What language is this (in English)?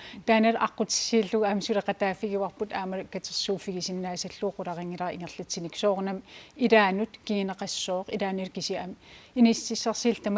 Kalaallisut